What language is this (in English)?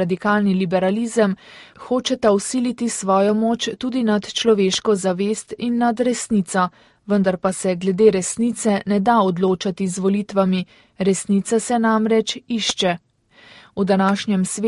Slovenian